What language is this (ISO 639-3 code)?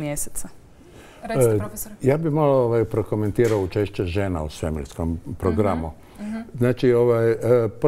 hrv